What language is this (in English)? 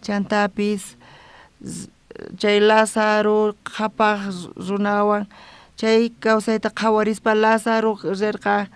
South Bolivian Quechua